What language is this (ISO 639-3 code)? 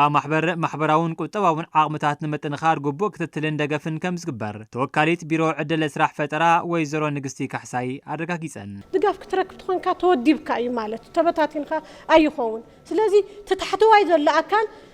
tir